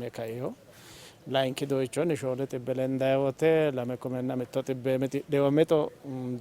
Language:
Sidamo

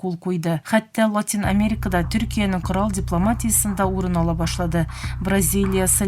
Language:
Tatar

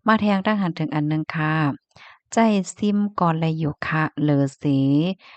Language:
Shan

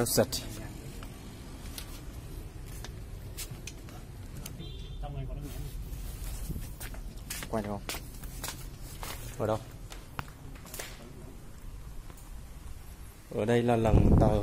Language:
Vietnamese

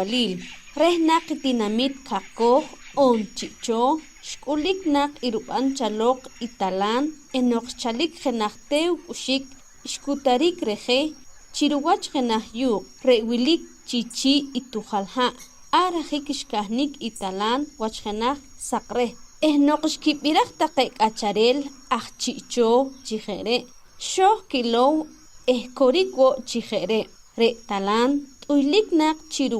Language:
Poqomchi'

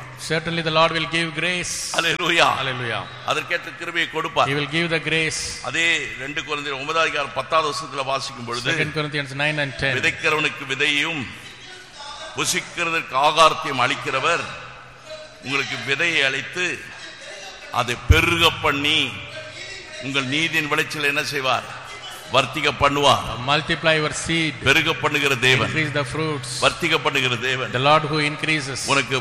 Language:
Tamil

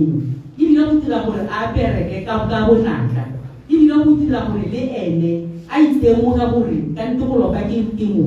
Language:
Tswana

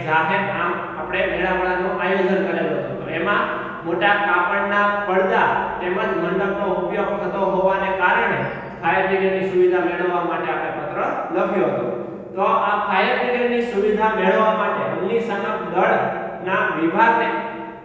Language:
Gujarati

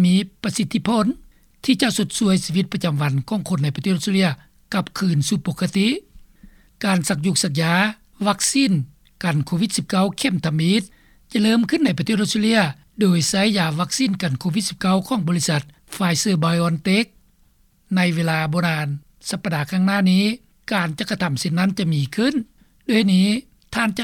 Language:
Lao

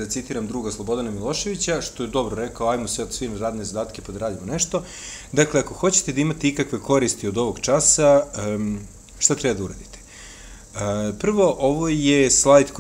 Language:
Serbian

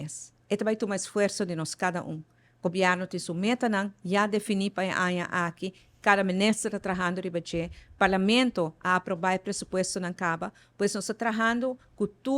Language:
Papiamento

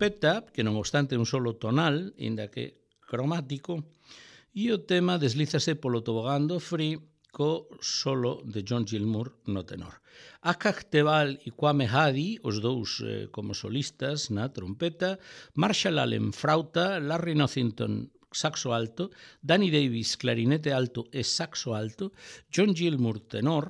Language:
Galician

